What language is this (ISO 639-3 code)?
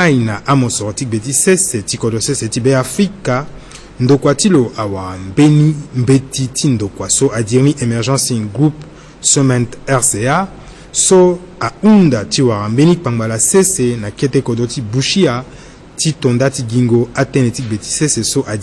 sag